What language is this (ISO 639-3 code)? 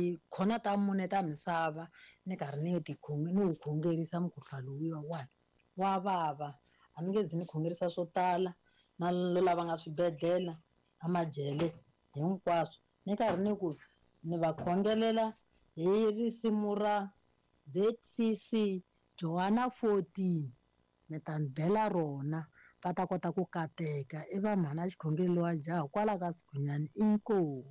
tso